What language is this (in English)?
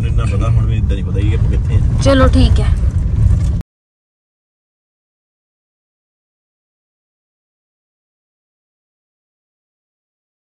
Punjabi